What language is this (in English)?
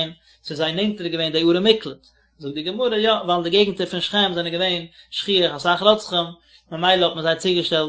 Yiddish